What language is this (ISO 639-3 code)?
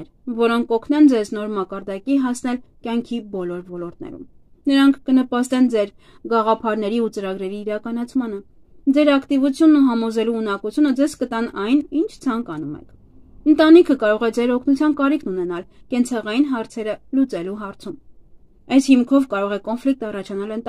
hye